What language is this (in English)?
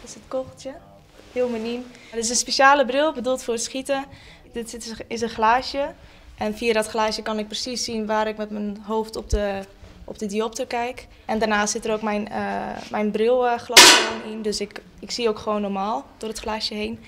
Western Frisian